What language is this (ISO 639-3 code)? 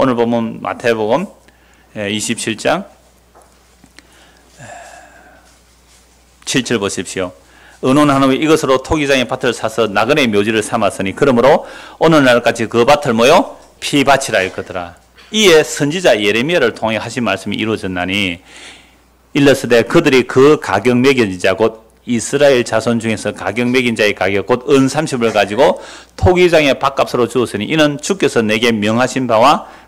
kor